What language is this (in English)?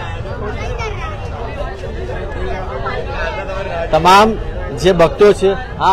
Gujarati